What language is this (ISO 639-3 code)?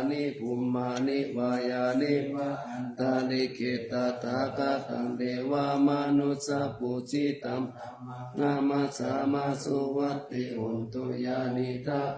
pli